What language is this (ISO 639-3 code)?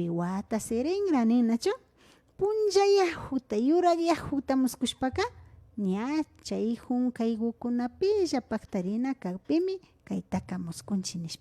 qvi